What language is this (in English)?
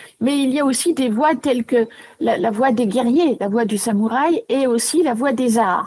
French